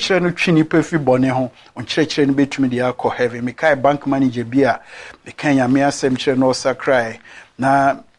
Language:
Akan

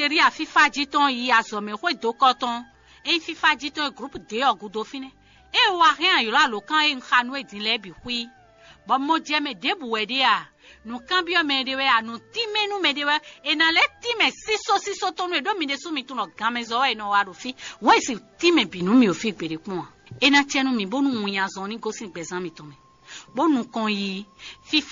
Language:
Fon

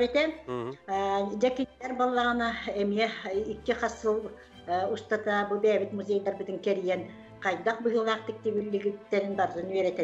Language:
Yakut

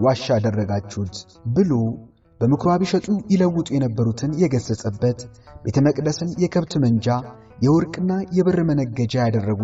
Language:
Amharic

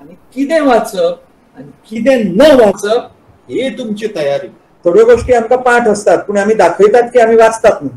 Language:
Konkani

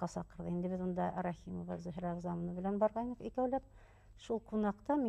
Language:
Bashkir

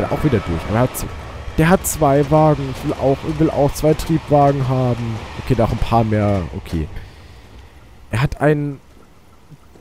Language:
German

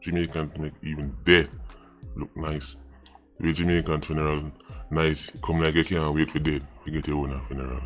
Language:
Jamaican Creole English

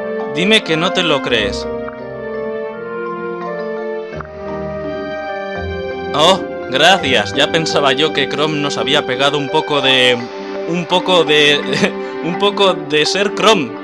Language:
Spanish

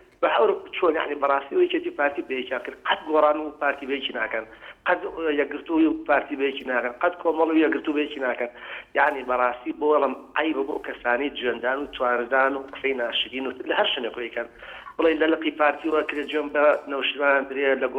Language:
Central Kurdish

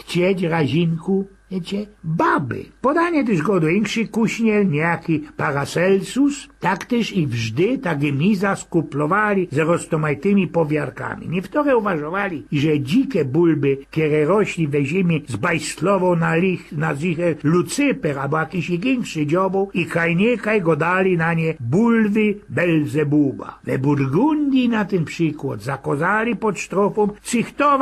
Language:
Silesian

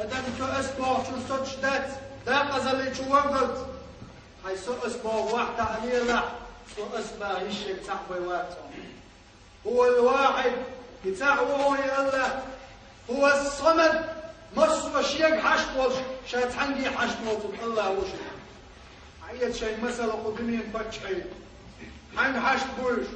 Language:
Chechen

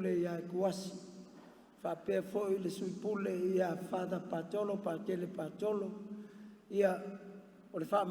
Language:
Samoan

